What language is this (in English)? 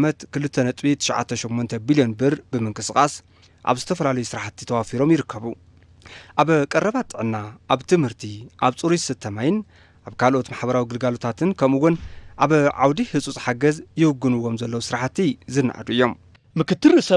Tigrinya